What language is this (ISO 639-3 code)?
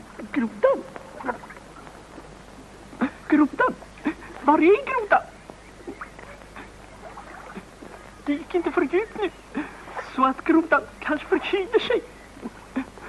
swe